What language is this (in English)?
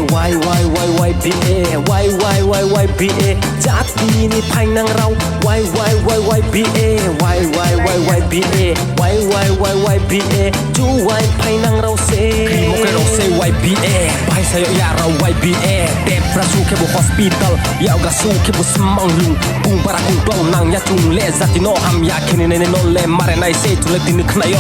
Riang (India)